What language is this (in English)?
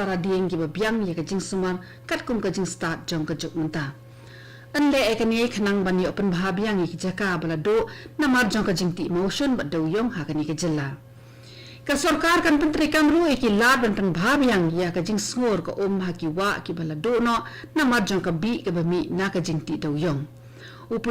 Khasi